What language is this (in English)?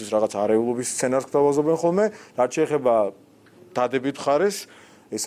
Georgian